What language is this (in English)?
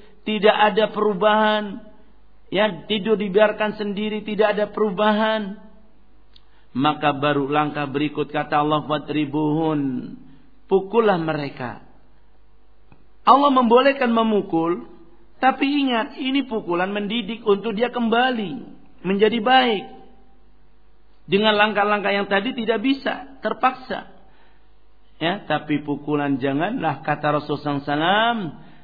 Indonesian